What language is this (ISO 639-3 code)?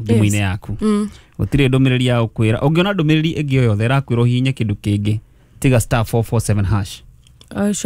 kik